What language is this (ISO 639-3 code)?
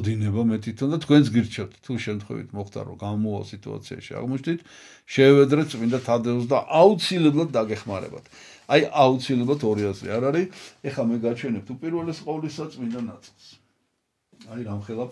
kat